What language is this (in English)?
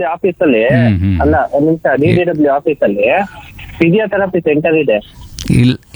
Kannada